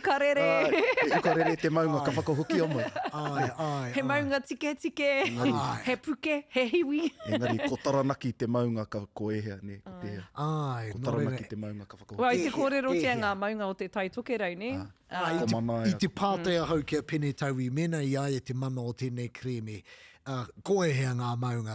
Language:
Māori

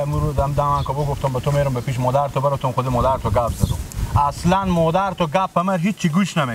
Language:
Persian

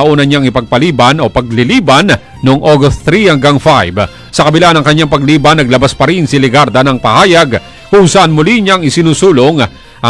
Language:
Filipino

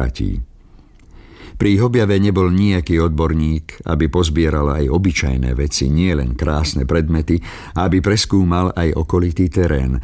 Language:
Slovak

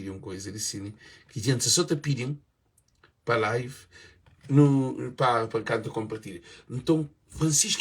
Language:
Kabuverdianu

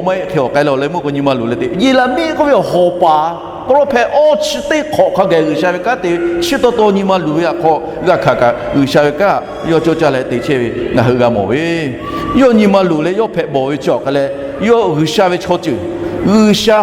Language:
Lahu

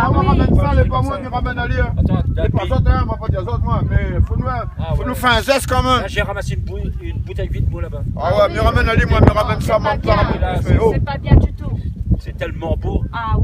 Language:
Réunion Creole French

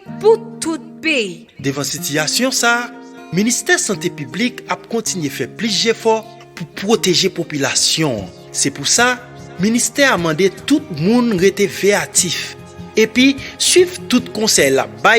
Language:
Haitian Creole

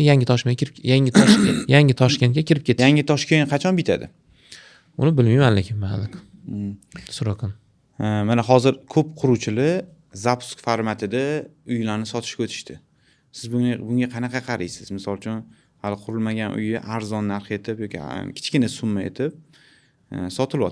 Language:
Uzbek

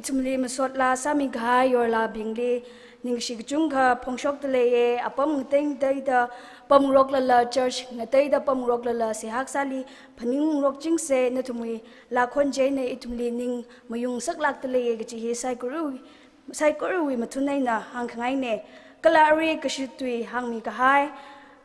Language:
Tangkhul Naga (India)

